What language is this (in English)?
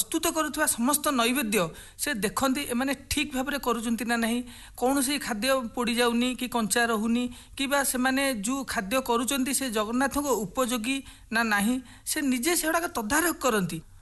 Odia